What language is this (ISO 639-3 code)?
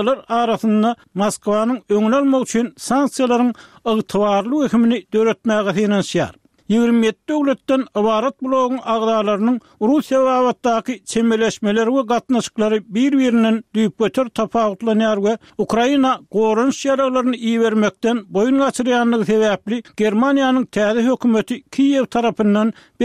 tuk